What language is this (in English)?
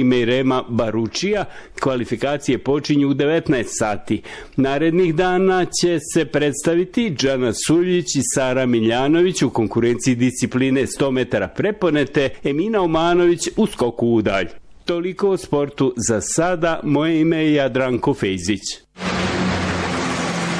Bosnian